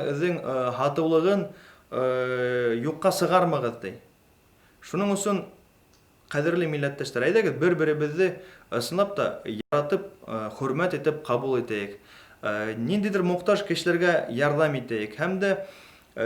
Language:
Bashkir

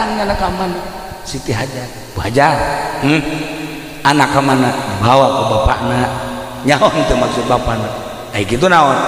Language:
Sundanese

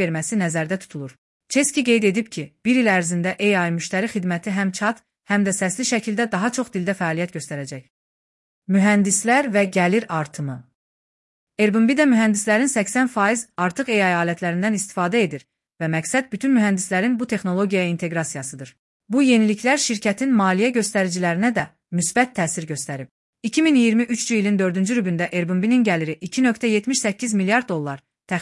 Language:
Azerbaijani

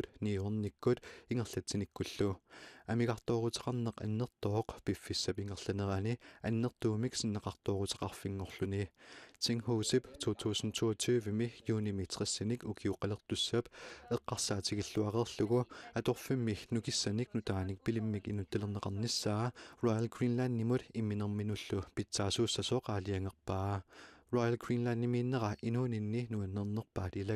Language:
Kalaallisut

